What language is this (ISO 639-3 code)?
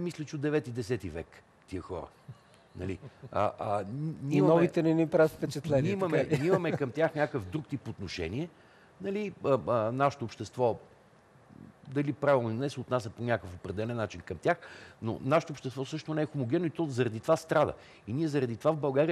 bul